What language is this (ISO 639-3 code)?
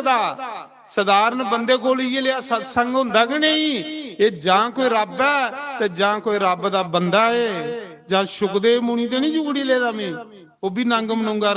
doi